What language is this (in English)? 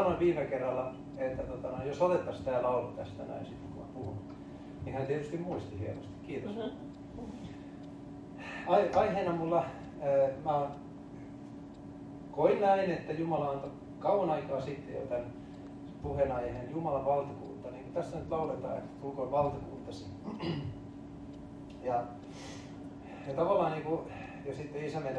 Finnish